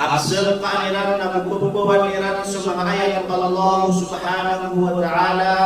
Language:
Maranao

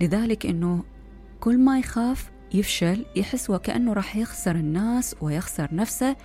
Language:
Mesopotamian Arabic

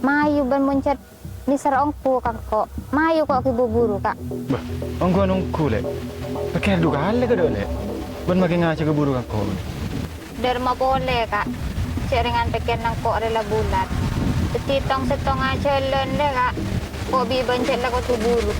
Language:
Madurese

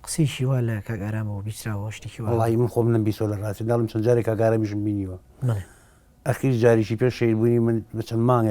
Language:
Central Kurdish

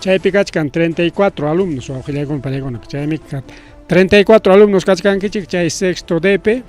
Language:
Ayacucho Quechua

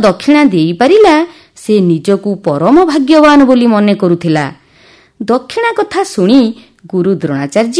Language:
Odia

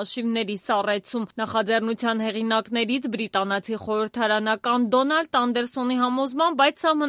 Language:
Armenian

